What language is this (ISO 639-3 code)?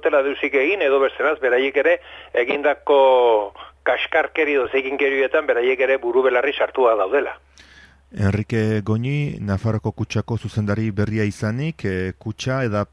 eus